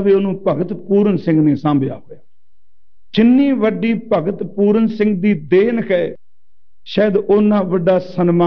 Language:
Punjabi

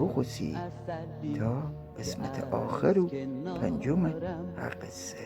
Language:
Gilaki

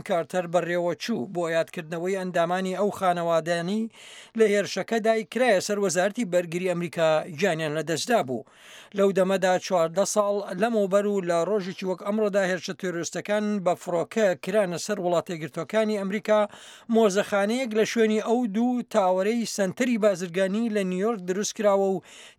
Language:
Central Kurdish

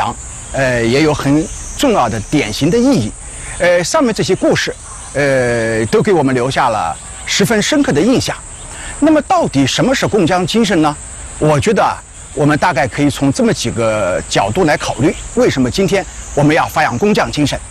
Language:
Chinese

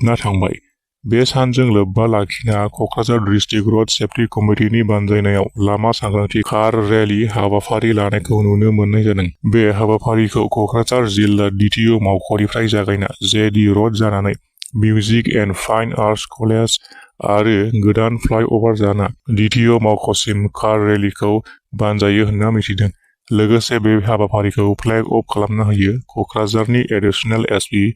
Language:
Bodo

